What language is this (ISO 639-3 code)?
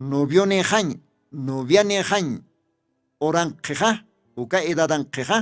aym